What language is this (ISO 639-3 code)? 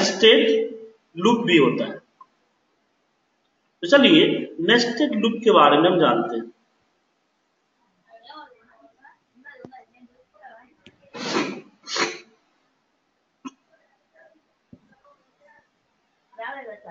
hin